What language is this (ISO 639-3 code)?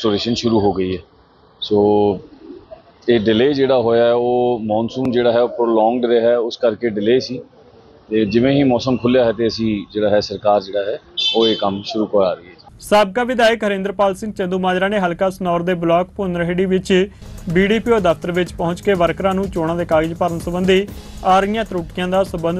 pan